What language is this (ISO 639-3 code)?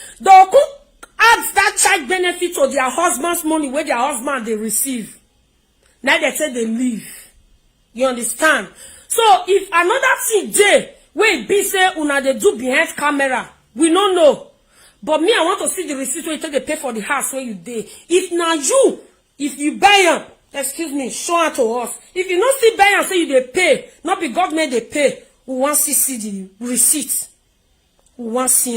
pcm